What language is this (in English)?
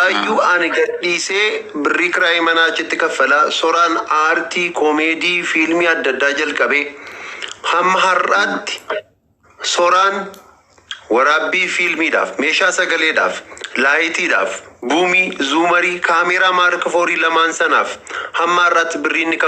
Oromo